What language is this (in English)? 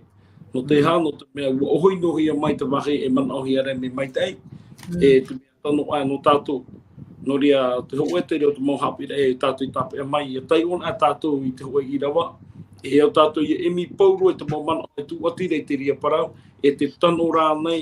Tahitian